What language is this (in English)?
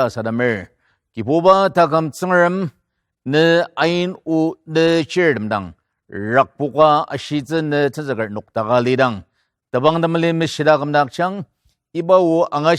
Ao Naga